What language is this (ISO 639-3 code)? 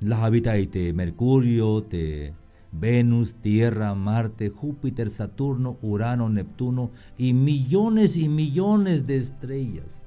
tzh